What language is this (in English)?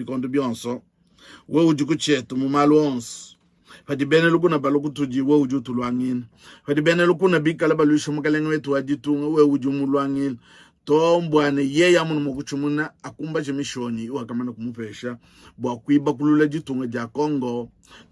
Luba-Lulua